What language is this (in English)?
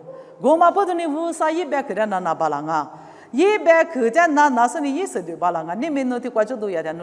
Lisu